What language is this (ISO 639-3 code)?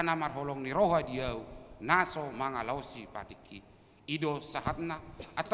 bbc